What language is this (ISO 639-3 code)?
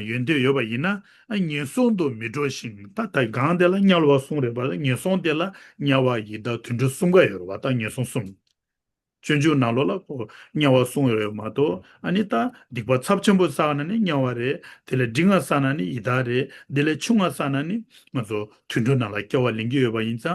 bod